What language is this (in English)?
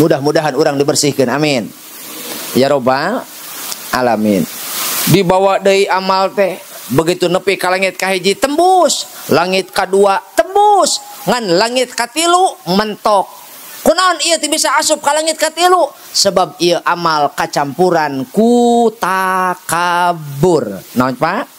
Sundanese